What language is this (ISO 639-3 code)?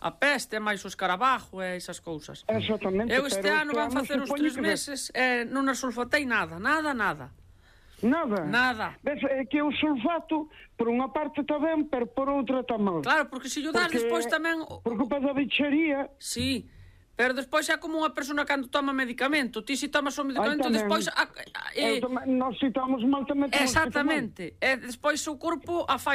glg